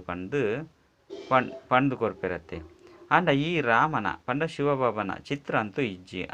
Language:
Tulu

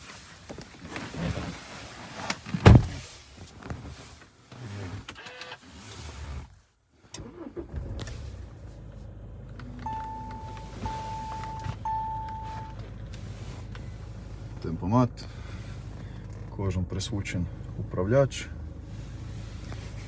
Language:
Croatian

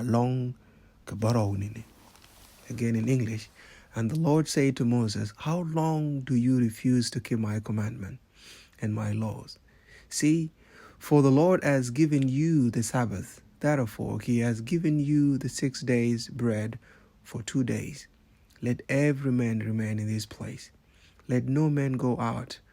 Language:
Nuer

